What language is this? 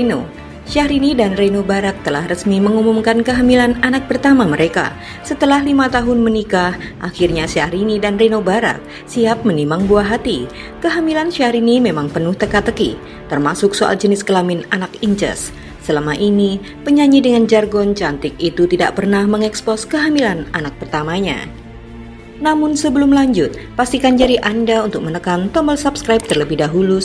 Indonesian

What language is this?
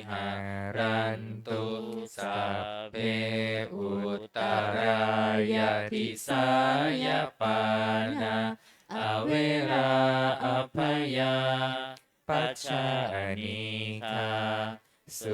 Pali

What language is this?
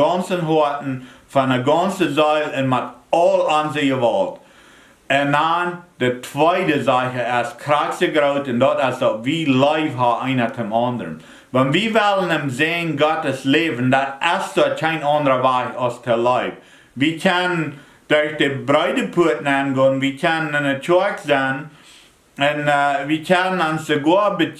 Plautdietsch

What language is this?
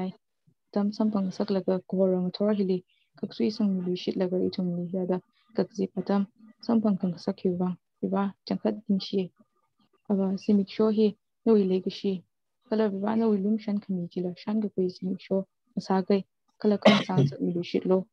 Tangkhul Naga (India)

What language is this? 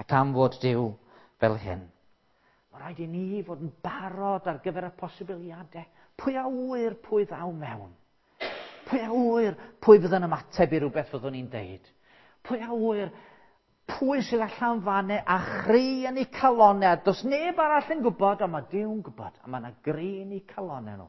Welsh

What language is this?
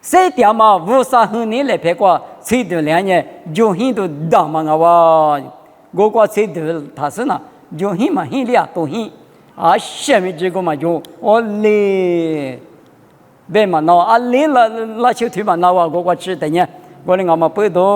Lisu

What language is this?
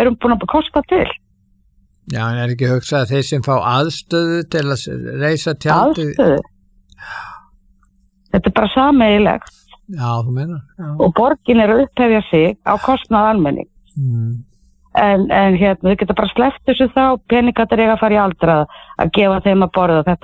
Icelandic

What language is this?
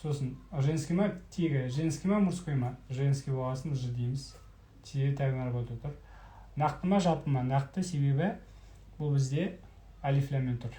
Kazakh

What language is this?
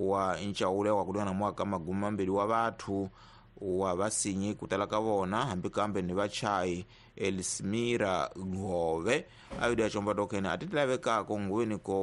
Tsonga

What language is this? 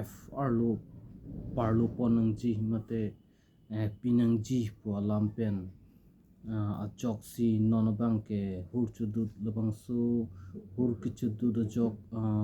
Karbi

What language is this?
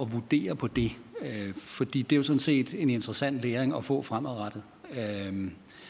Danish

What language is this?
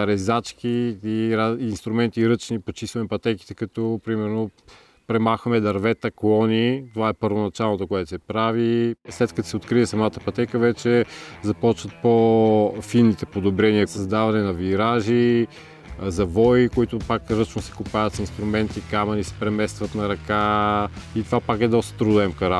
Bulgarian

